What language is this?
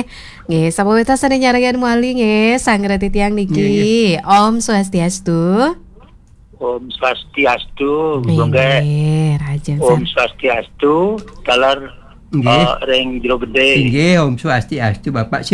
Balinese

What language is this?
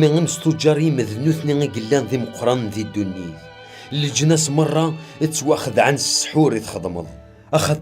Kabyle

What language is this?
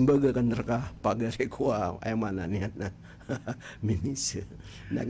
Maranao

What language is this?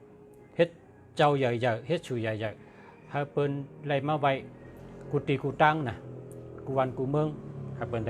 Shan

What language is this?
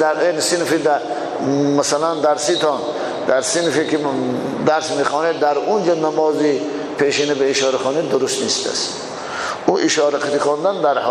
Tajik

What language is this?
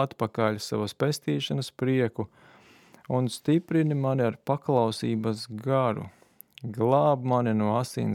Latvian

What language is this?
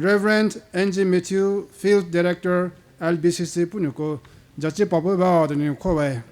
Poumei Naga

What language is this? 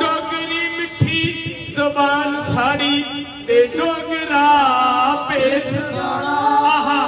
Dogri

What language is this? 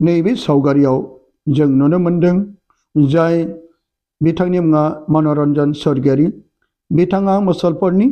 Bodo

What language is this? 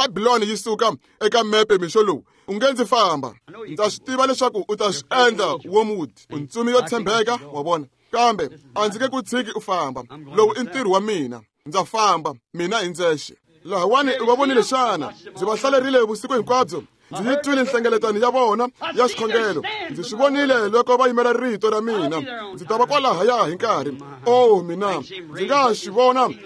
Tsonga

